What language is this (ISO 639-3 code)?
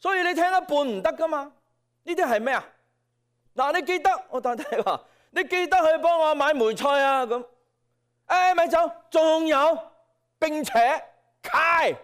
yue